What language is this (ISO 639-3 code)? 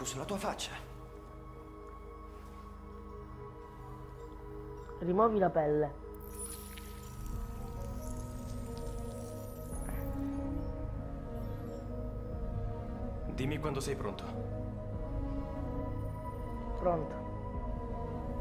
ita